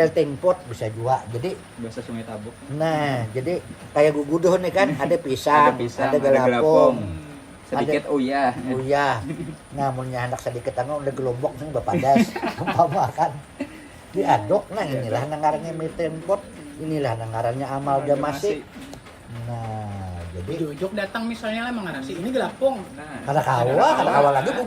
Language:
Banjar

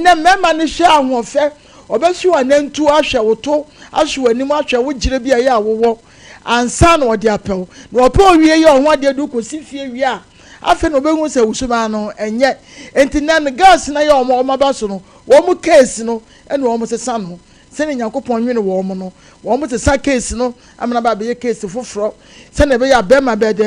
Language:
Akan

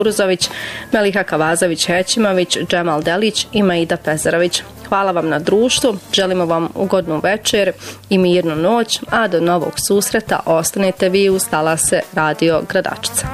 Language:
Bosnian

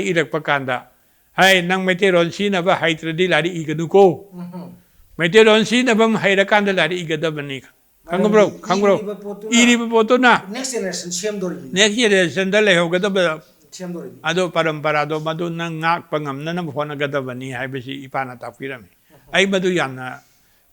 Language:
Manipuri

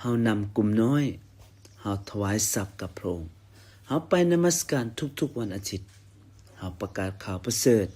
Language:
Lao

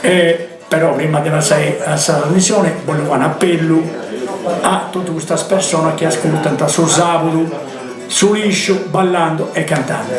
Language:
Sardinian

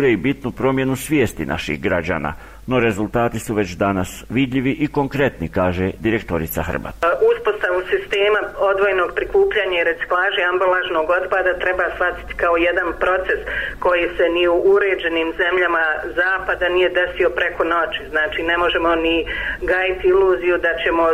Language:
Bosnian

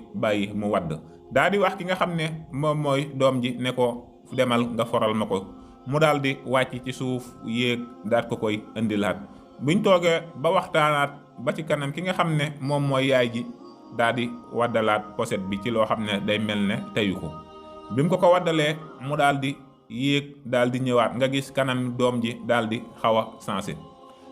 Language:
Wolof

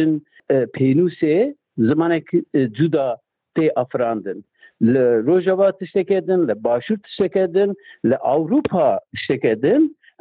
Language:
Kurdish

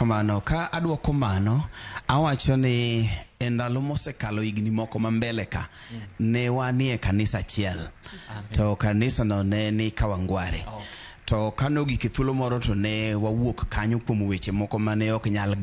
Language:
Luo (Kenya and Tanzania)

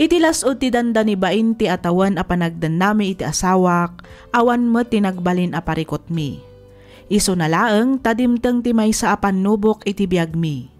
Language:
Iloko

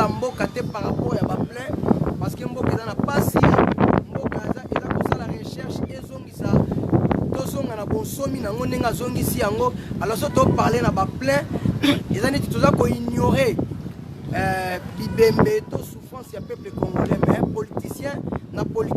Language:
Lingala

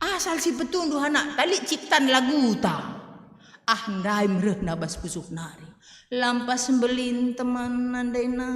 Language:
Batak Karo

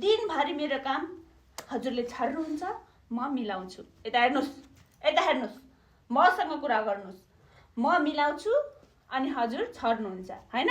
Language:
Nepali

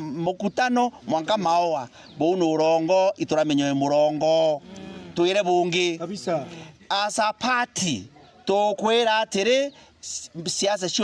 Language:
Meru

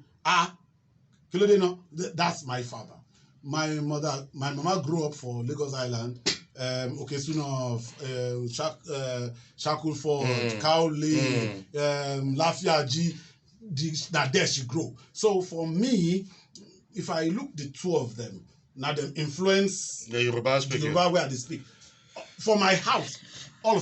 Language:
Nigerian Pidgin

